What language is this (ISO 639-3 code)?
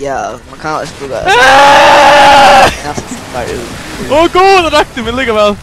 fao